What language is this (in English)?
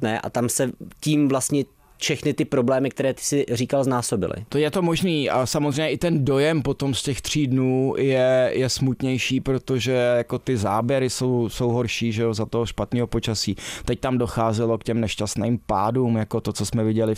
Czech